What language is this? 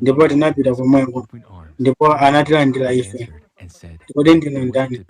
Nyanja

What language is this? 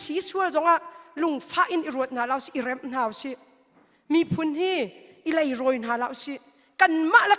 Hakha Chin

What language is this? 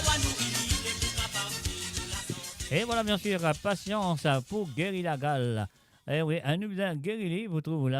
Morisyen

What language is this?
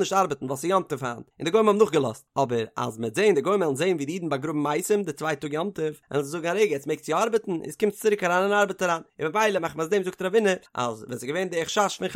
Yiddish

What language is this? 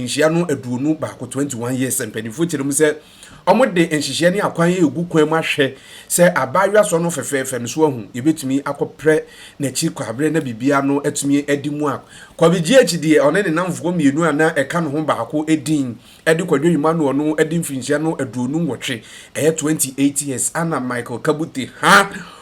Akan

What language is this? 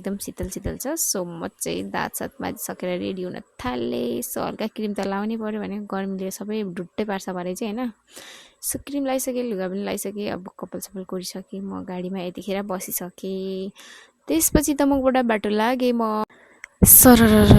Nepali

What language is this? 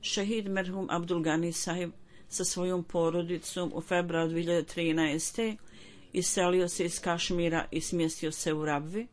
Bosnian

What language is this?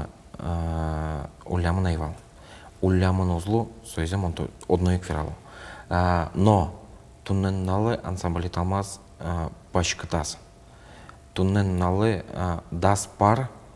Udmurt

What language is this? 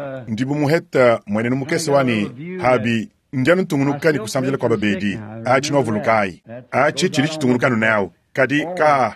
Luba-Lulua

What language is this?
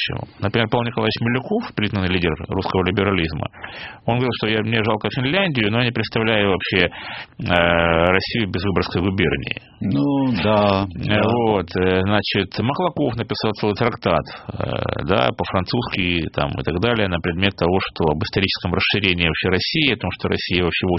Russian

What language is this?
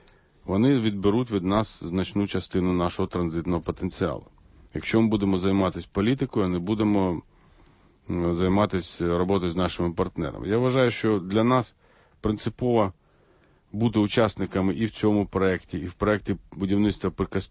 Ukrainian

